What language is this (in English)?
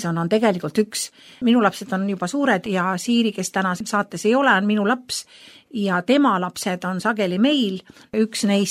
Estonian